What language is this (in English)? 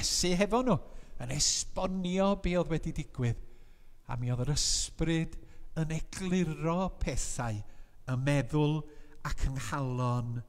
Welsh